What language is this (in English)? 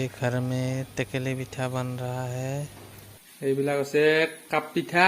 Assamese